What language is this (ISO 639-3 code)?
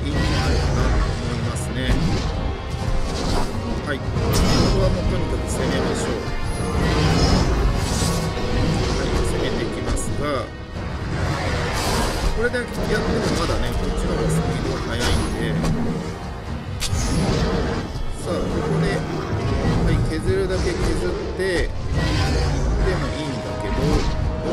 jpn